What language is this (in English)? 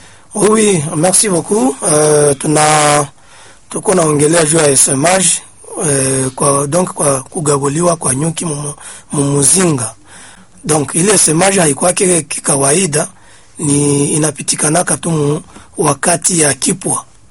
Swahili